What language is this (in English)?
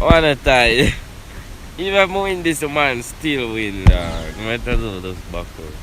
Jamaican Creole English